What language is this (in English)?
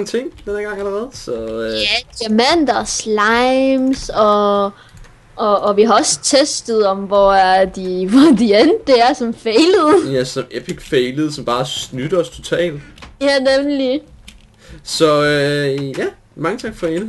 Danish